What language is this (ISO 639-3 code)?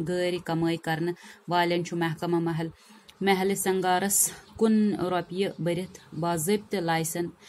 kas